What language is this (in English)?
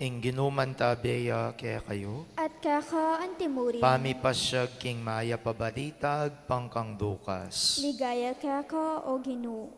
Pampanga